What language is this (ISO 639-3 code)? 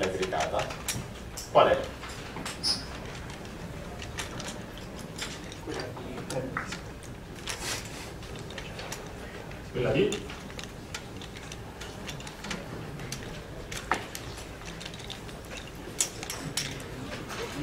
ita